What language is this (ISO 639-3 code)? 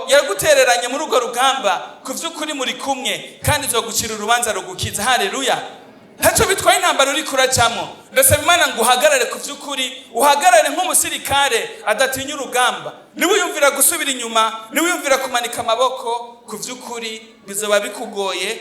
run